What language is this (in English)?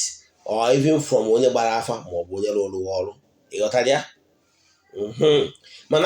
Igbo